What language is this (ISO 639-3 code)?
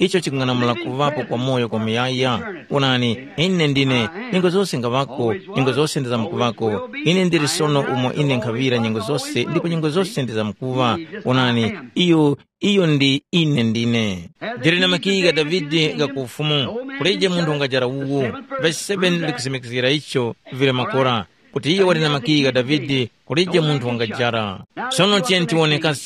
tum